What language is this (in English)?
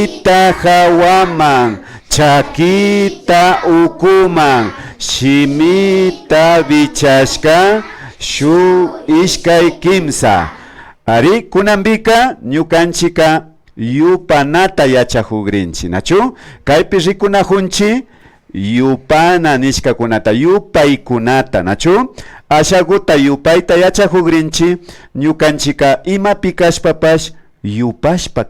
Imbabura Highland Quichua